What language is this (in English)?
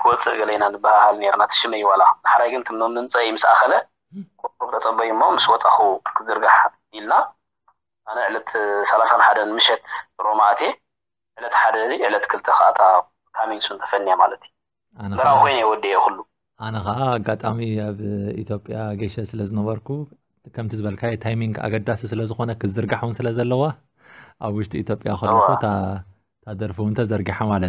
Tigrinya